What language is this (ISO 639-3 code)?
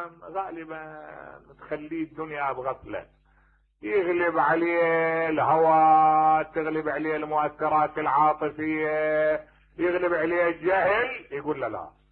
acm